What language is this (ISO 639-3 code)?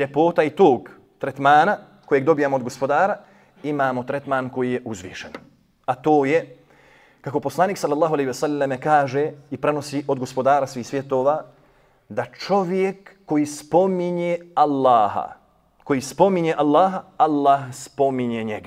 bos